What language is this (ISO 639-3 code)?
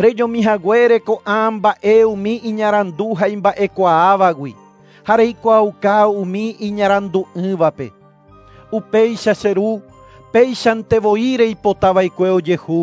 grn